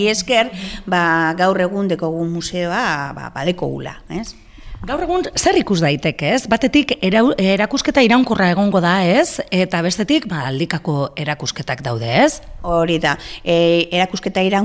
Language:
Basque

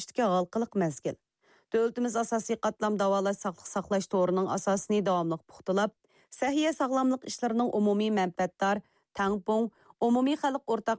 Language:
Uyghur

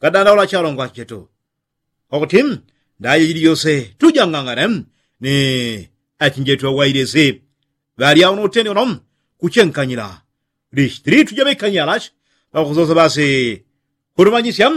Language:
Yao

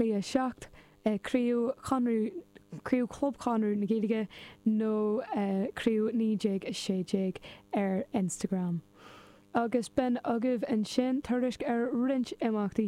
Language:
Irish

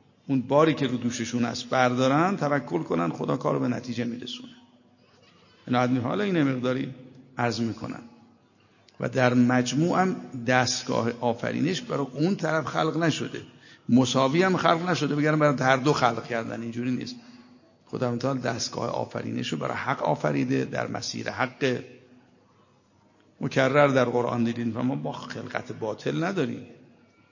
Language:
Persian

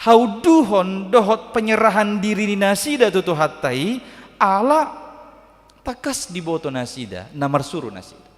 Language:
Batak Toba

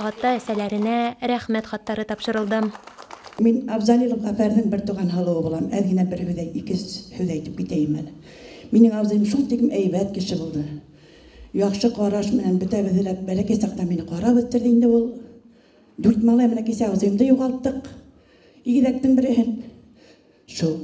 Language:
Bashkir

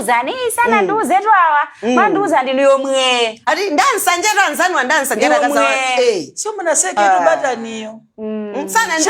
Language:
Nyanja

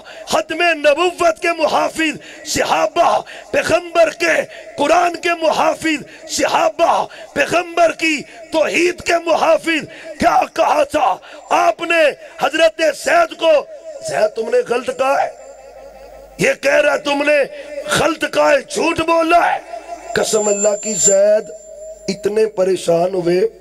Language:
Urdu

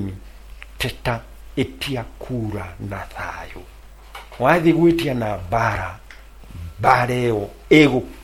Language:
Kikuyu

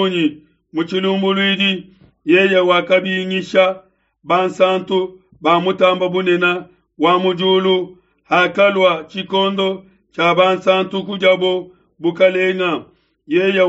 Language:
Luba-Lulua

